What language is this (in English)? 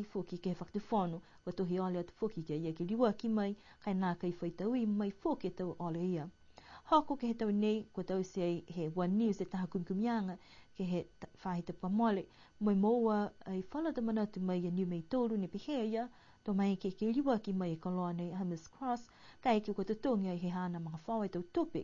Niuean